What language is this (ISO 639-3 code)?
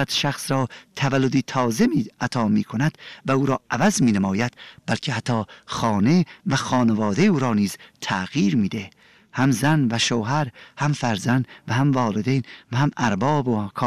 fas